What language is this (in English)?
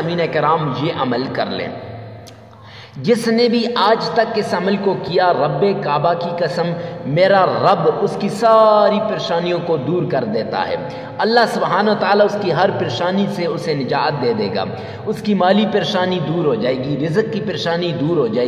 Urdu